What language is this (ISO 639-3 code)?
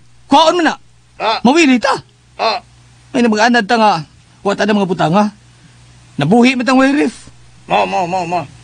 ceb